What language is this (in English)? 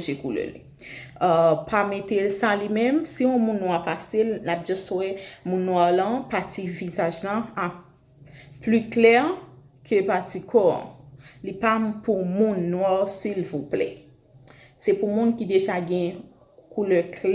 Haitian Creole